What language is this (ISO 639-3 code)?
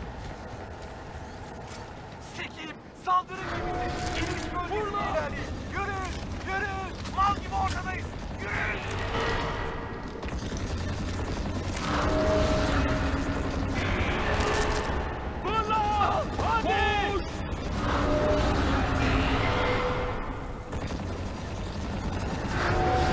tur